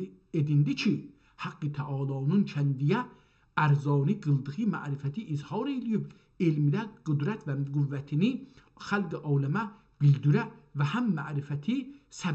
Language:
South Azerbaijani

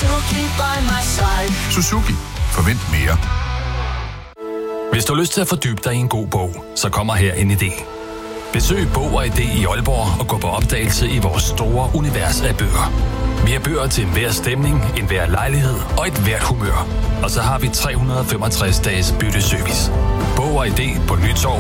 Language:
Danish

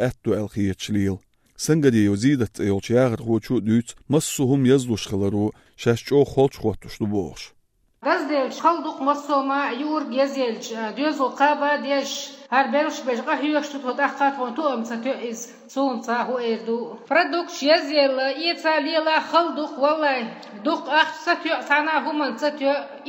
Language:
Chechen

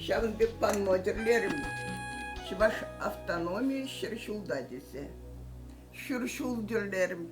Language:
Chuvash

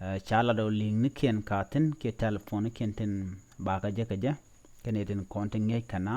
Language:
Nuer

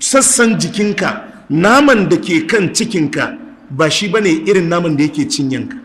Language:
Hausa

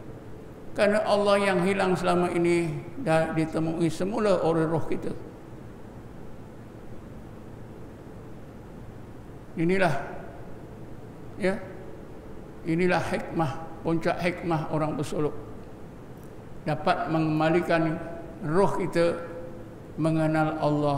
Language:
Malay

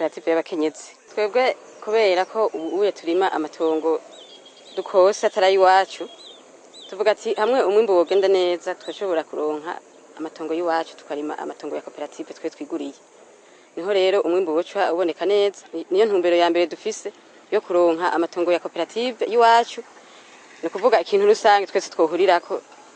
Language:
Rundi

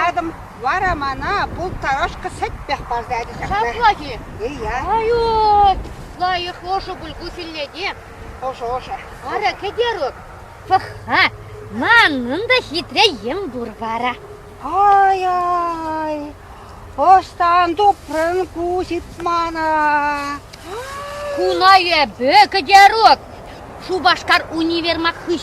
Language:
Chuvash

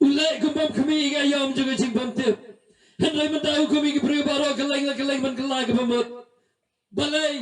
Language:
Khasi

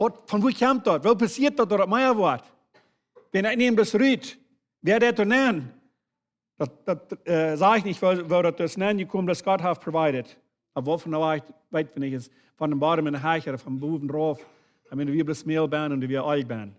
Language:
Plautdietsch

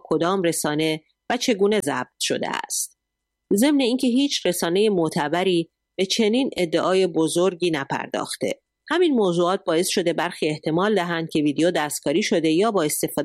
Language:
Persian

